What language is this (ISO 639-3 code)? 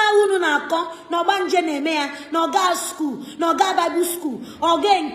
ibo